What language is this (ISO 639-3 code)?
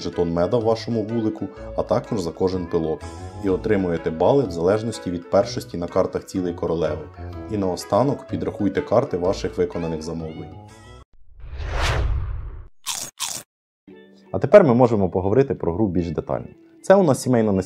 ukr